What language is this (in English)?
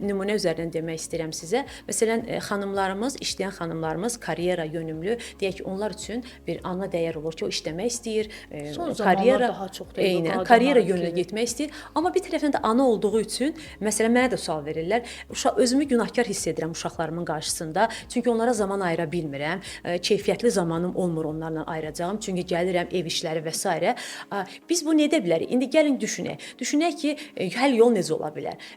Azerbaijani